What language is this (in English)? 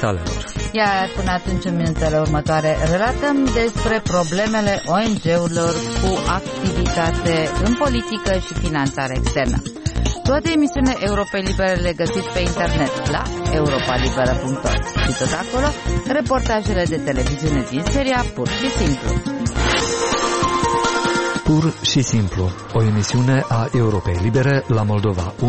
Romanian